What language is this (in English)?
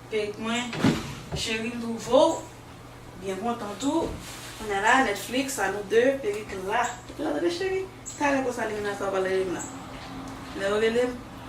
Haitian Creole